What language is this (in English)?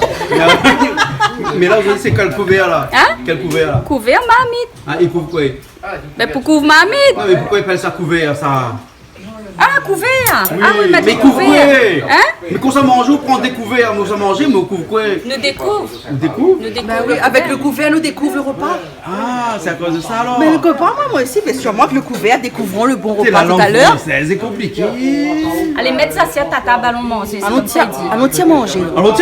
Réunion Creole French